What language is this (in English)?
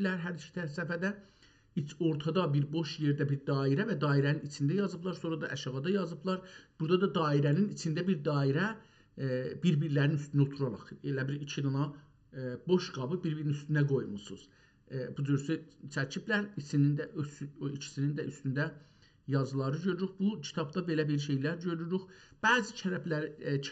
South Azerbaijani